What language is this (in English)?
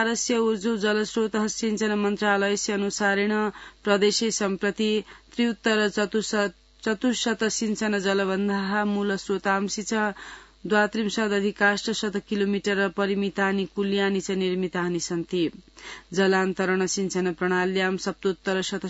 Sanskrit